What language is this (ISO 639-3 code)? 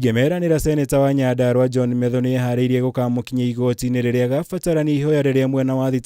kik